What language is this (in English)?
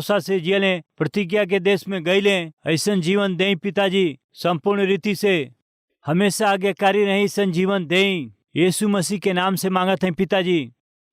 Bhojpuri